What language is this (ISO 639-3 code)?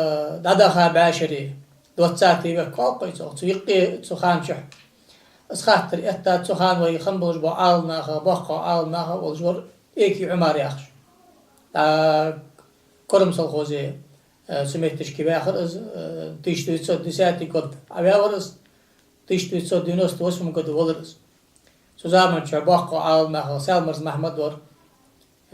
inh